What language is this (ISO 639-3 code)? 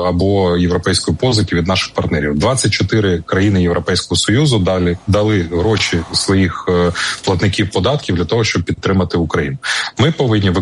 ukr